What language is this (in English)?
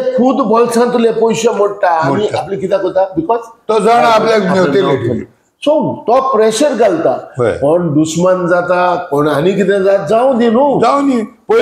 Konkani